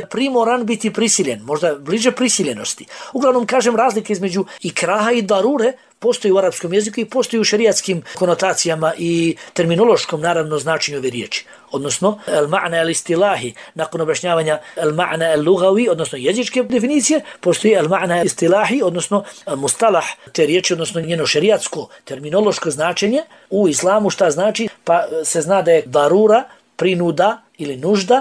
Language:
Bosnian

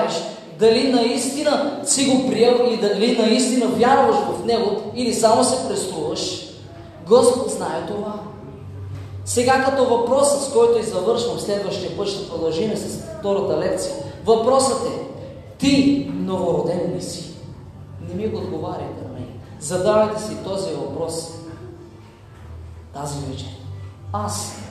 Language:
Bulgarian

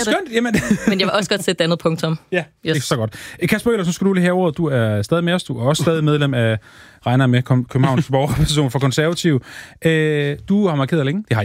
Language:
Danish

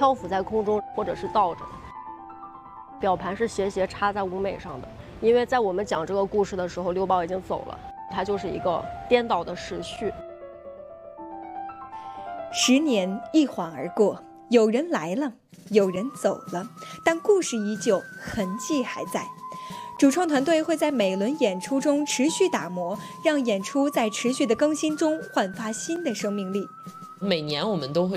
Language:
Chinese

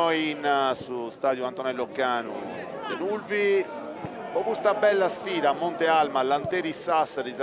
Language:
Sardinian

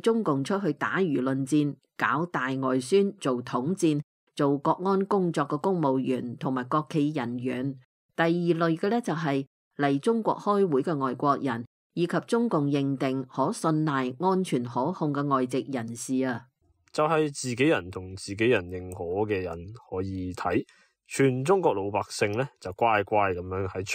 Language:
Cantonese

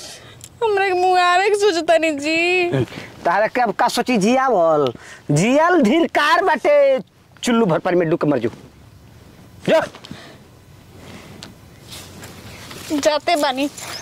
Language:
Bhojpuri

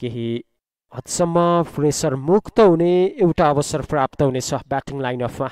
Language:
Nepali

